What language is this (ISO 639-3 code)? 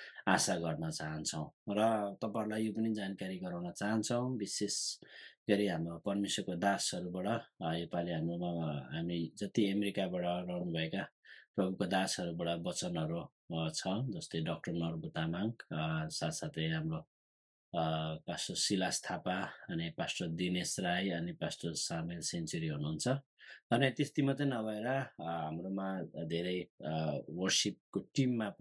nep